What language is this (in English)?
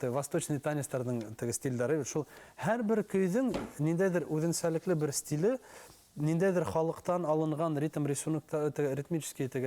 Bashkir